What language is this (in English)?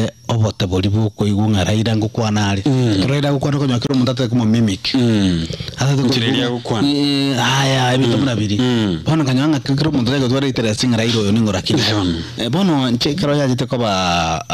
Gusii